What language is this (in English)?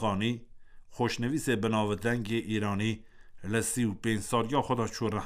Kurdish